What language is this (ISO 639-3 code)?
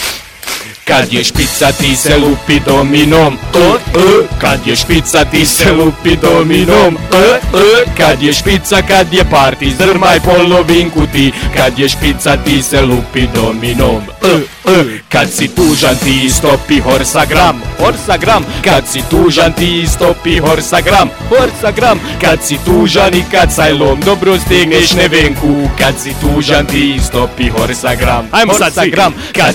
bos